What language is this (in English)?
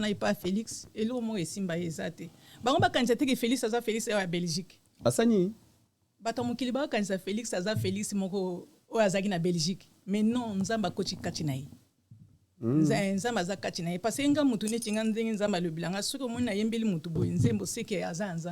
Lingala